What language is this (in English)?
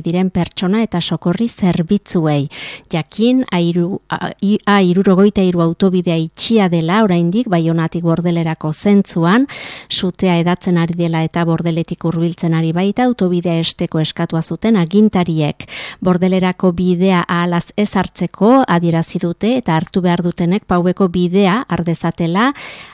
Basque